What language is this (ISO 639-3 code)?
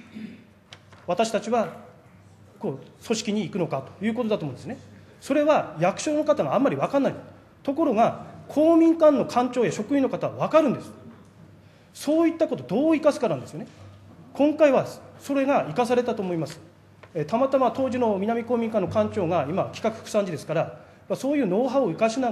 jpn